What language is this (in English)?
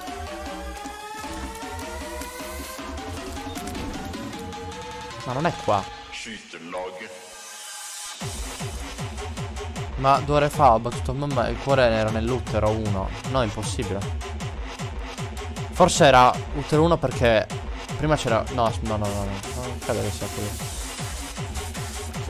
Italian